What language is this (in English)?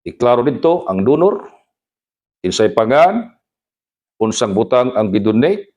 Cebuano